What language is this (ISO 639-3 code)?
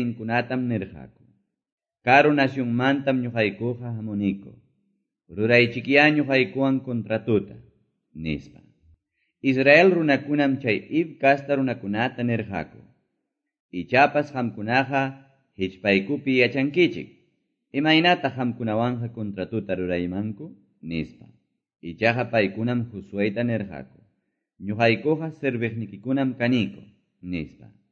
que